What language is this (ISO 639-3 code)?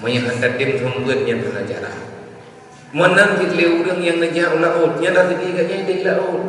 ace